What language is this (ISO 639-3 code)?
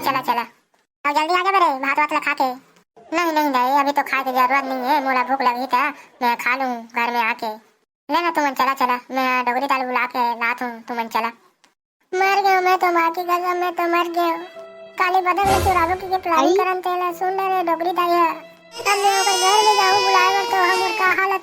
hne